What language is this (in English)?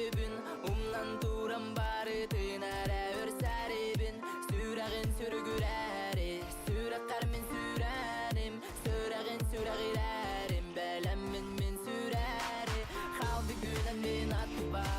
Yakut